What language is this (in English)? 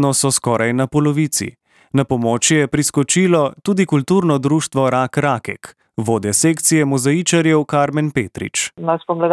Slovenian